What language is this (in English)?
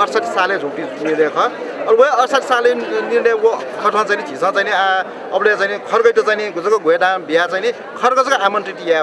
Newari